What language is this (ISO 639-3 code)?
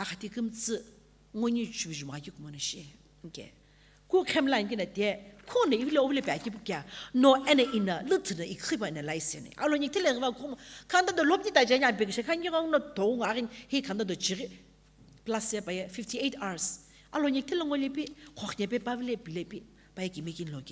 nsm